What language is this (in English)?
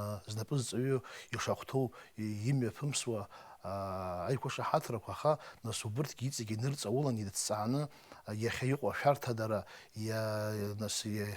Abkhazian